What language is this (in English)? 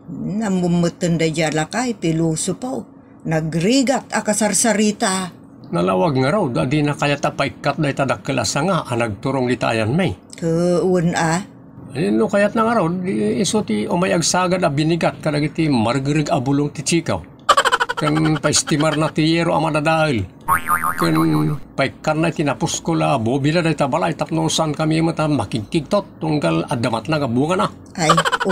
Iloko